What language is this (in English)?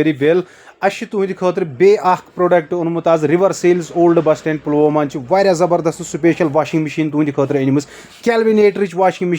Kashmiri